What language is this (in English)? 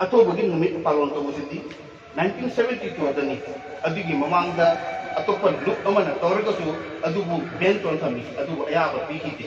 Manipuri